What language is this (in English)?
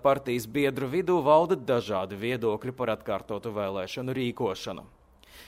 Latvian